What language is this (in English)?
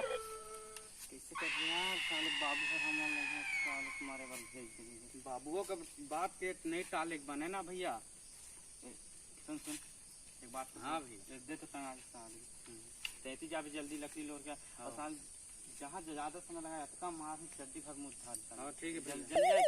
Chhattisgarhi